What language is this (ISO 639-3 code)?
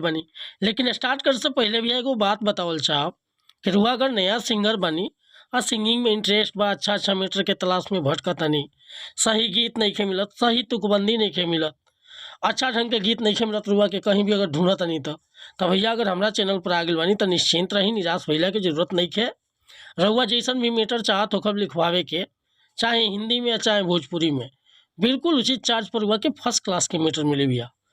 bho